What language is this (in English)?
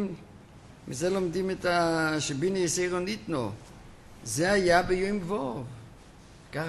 Hebrew